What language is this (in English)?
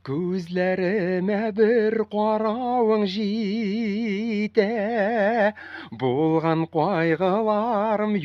Tatar